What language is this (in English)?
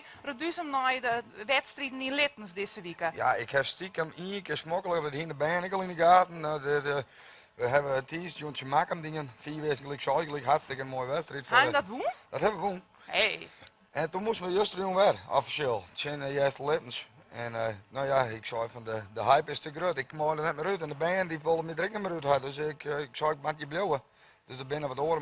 Western Frisian